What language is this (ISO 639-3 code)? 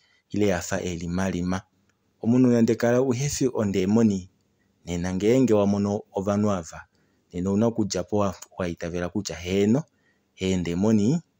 kua